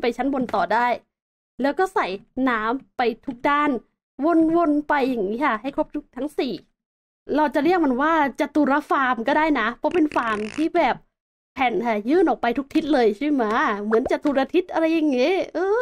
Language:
Thai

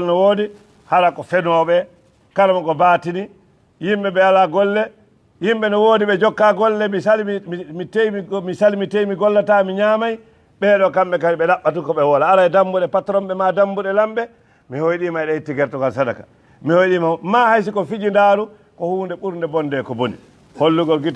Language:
Fula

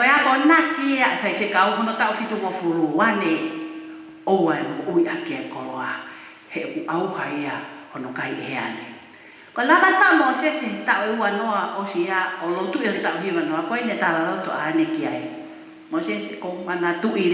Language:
Tongan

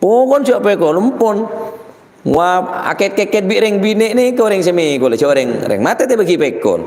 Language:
Madurese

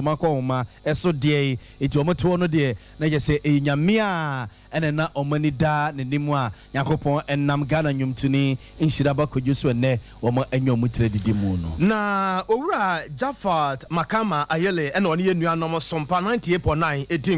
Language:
Akan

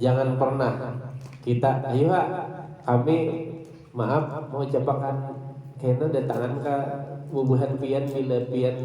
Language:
Banjar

